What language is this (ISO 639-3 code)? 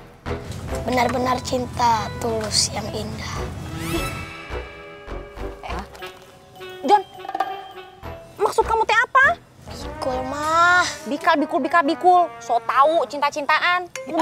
ind